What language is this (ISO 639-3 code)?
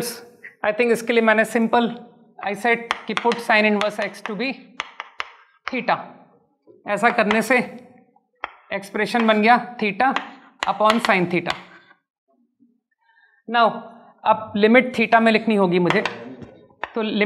hin